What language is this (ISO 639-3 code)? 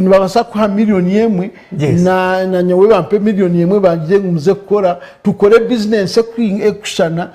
nyn